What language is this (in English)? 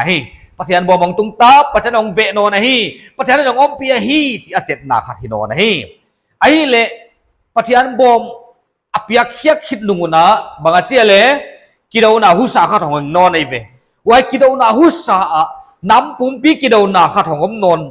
Paite Chin